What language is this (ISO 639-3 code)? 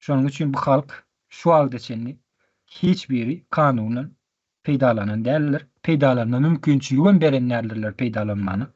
tuk